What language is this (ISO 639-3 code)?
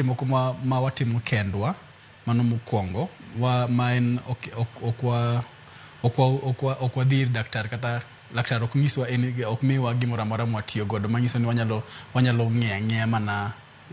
luo